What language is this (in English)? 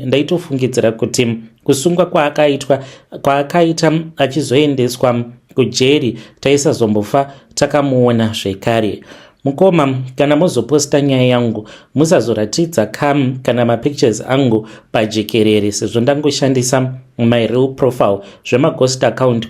Shona